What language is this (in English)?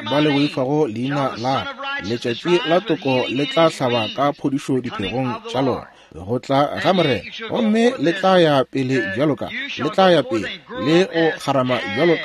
Northern Sotho